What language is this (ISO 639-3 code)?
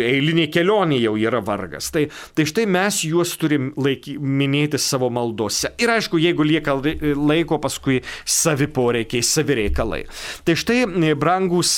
lit